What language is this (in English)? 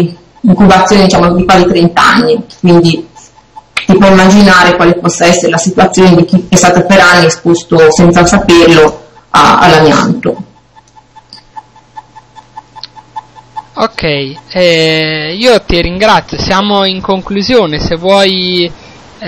Italian